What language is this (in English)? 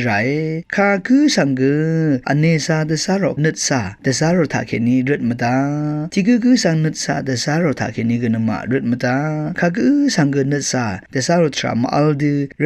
Rawang